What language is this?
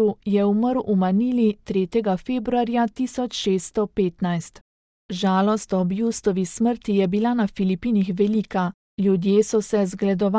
Slovenian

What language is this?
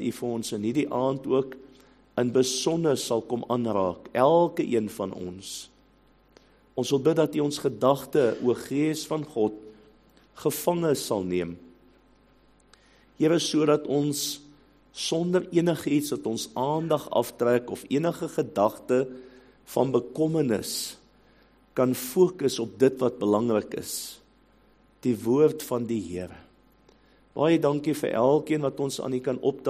Afrikaans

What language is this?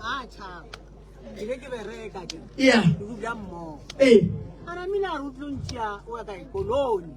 Northern Sotho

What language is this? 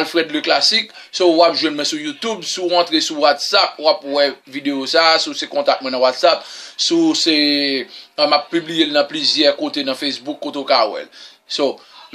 Haitian Creole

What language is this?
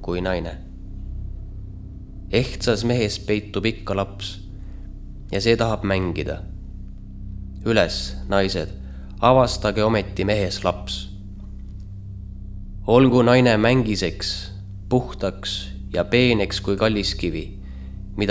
Estonian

